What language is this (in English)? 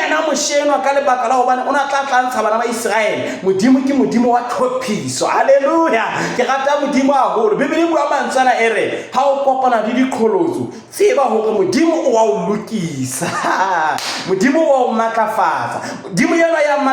Southern Sotho